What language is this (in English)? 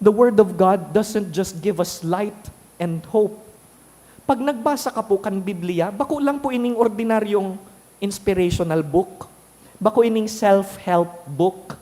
Bikol